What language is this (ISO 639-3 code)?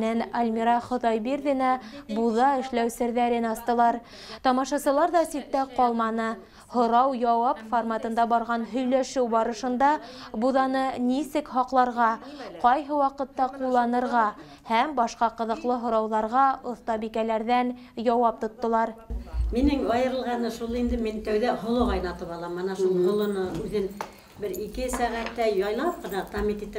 bak